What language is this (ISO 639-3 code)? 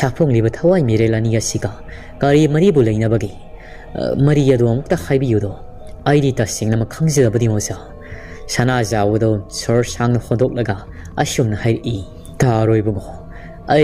mni